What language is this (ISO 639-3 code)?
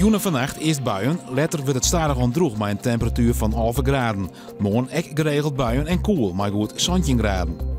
fry